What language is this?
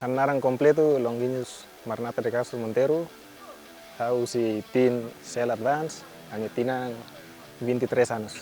Tetum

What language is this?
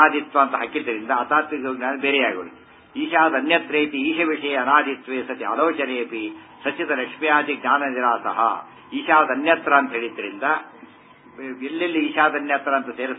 Kannada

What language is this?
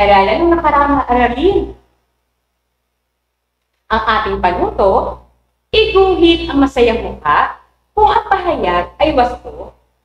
Filipino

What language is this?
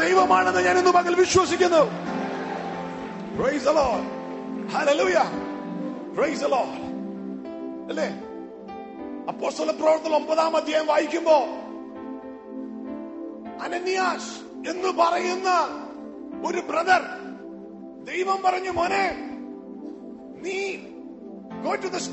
Malayalam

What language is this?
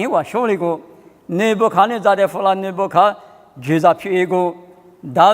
Lisu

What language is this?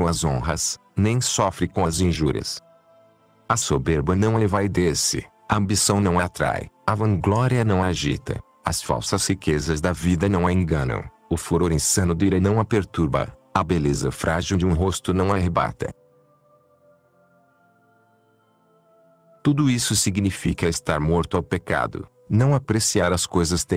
Portuguese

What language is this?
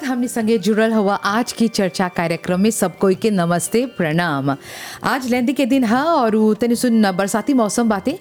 Bhojpuri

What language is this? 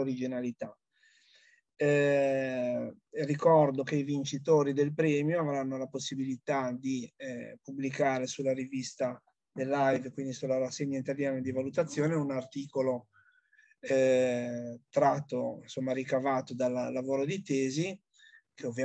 Italian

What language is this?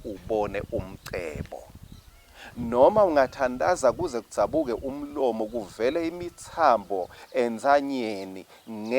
Swati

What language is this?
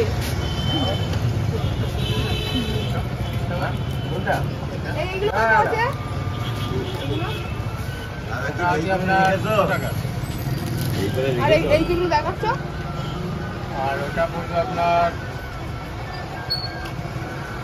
Bangla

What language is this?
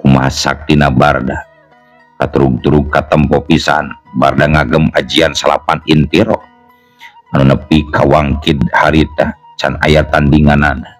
Sundanese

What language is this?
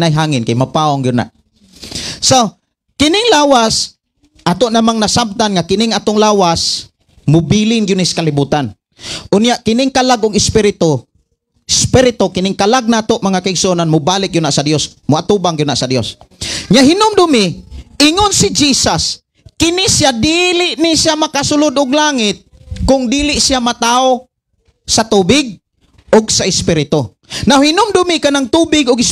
Cebuano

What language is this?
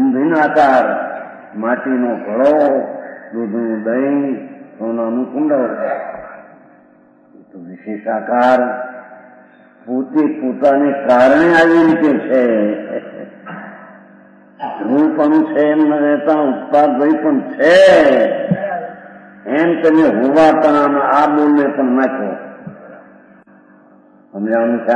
Gujarati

